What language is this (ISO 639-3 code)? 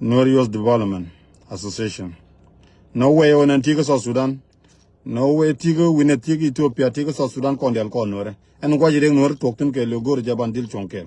nus